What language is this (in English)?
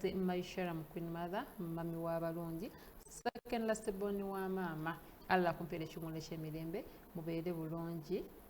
Ganda